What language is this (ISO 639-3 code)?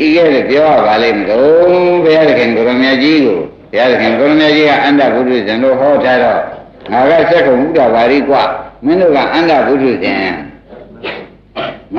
mya